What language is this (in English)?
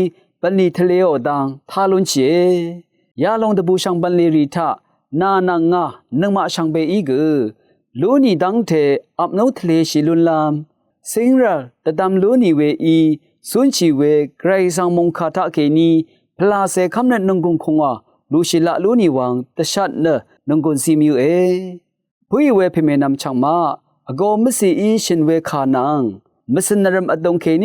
Rawang